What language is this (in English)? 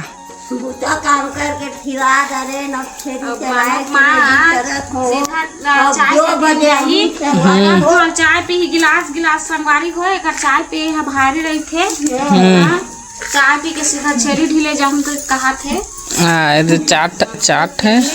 Chhattisgarhi